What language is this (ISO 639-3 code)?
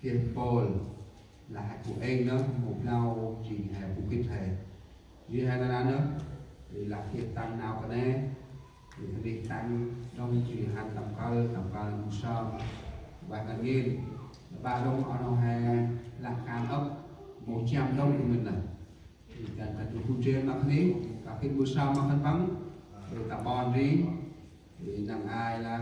cmo